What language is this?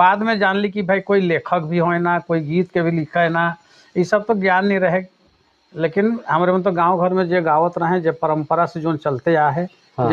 Sadri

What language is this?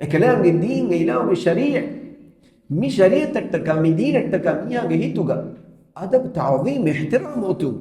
Divehi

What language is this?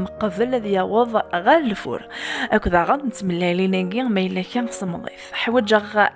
Kabyle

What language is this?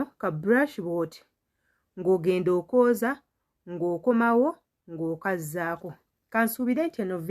Ganda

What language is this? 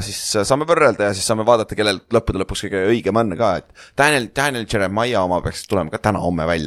Estonian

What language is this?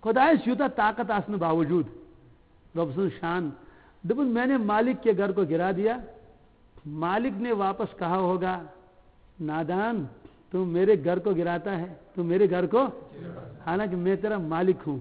Kashmiri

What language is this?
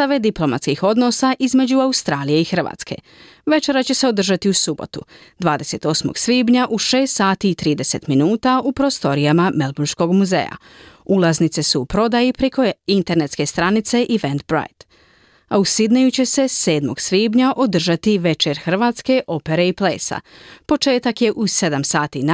Croatian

